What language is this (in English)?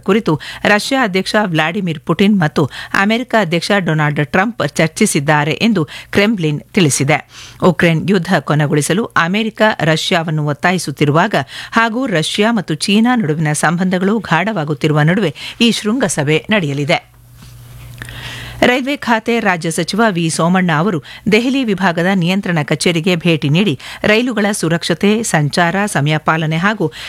Kannada